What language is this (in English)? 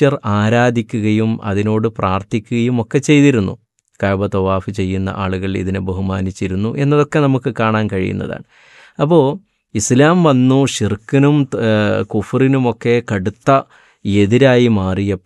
Malayalam